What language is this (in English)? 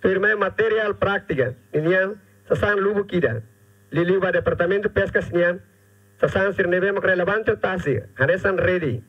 Tetum